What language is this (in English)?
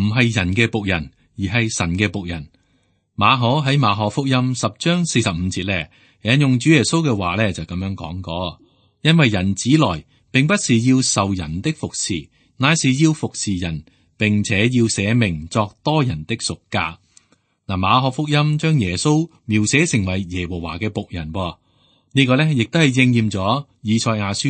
Cantonese